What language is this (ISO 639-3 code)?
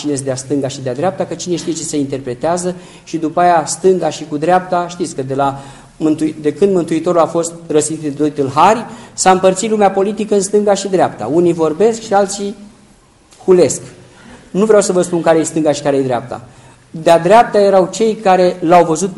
ron